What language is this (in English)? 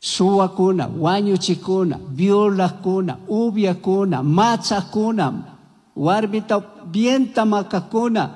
Chimborazo Highland Quichua